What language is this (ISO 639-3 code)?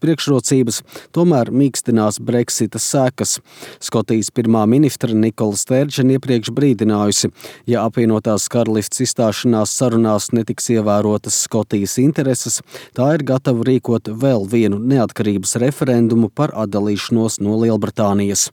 lav